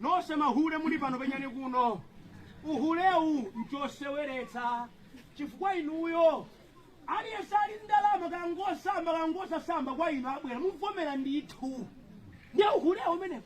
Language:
Nyanja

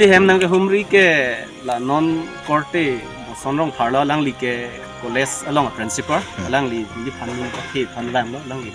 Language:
Karbi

